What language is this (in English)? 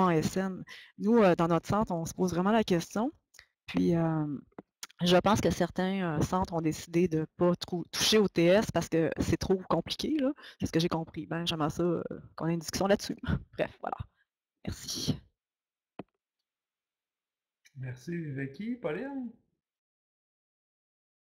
French